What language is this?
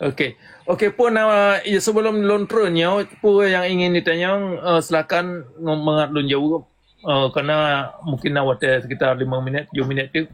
Achinese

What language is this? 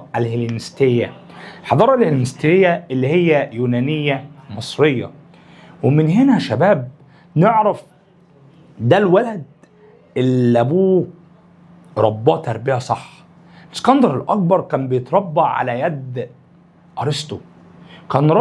Egyptian Arabic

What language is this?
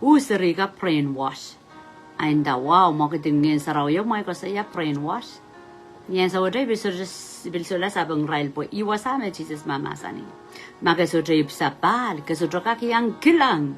Pohnpeian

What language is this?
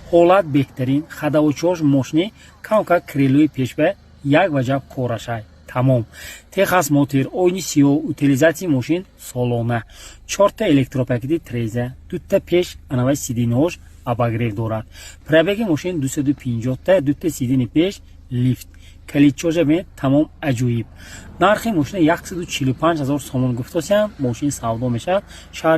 Tajik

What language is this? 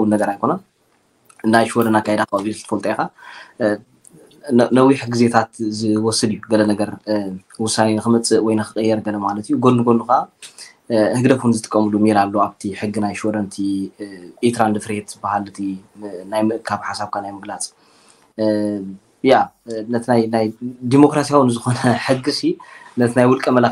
Tigrinya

